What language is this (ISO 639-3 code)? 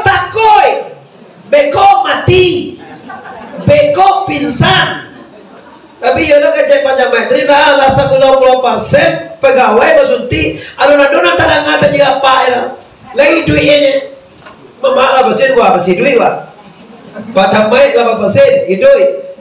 min